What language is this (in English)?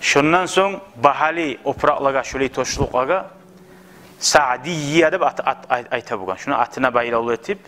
Kumyk